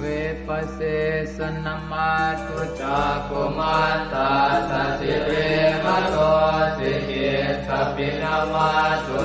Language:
Pali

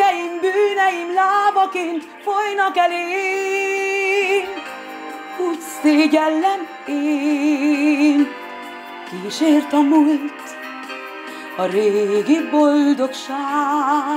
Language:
Hungarian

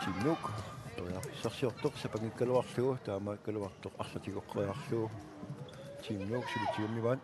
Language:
Kalaallisut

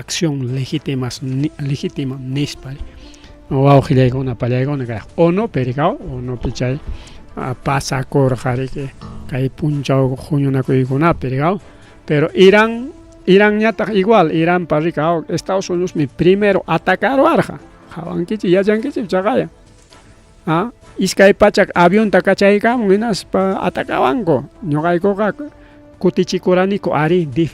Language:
Ayacucho Quechua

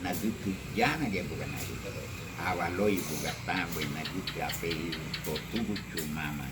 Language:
Garifuna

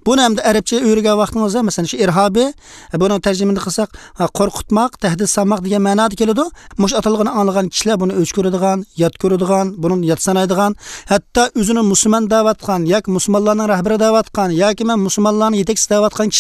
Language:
Uyghur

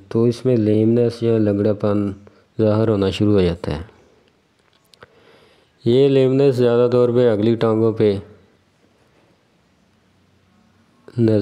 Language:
Urdu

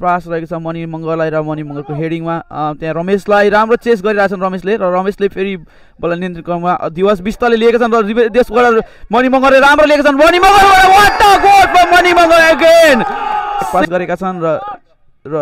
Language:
Nepali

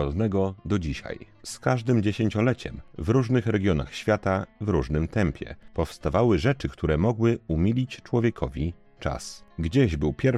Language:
Polish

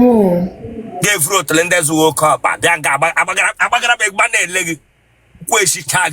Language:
Igbo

